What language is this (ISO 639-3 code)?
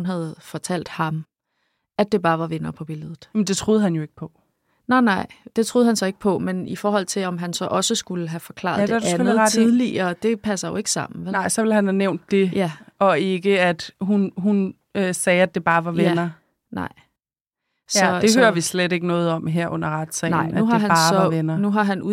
dan